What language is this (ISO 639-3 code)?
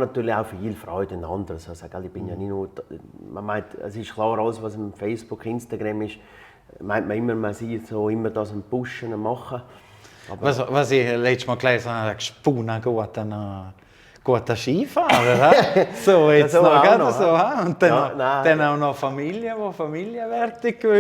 gsw